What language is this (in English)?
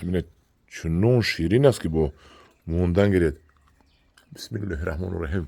Tajik